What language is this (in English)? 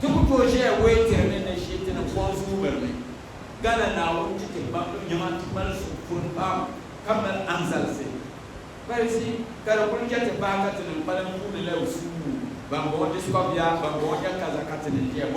Dagbani